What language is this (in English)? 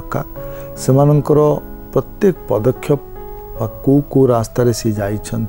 Odia